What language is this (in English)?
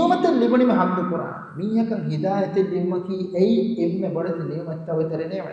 Divehi